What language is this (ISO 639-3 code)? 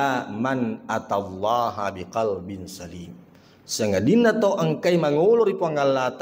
bug